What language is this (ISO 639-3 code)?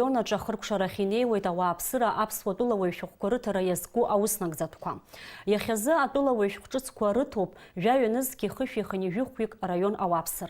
abk